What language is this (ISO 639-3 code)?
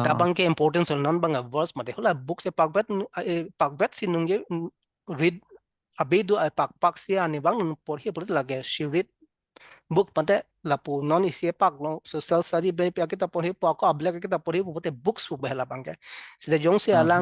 mjw